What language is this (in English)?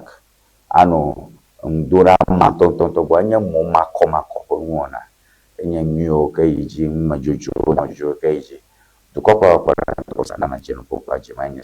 Ewe